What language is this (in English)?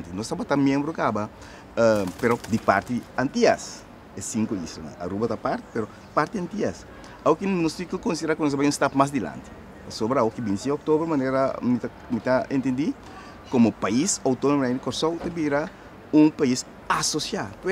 Papiamento